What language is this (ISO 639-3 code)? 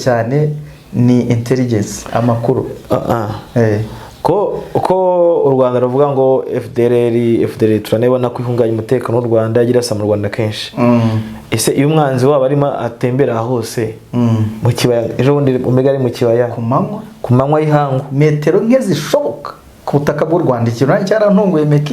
kin